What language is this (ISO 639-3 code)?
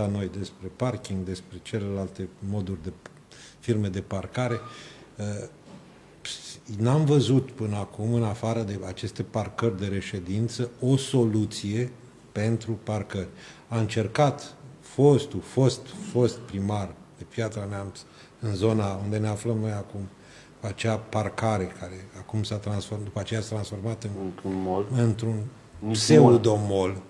ron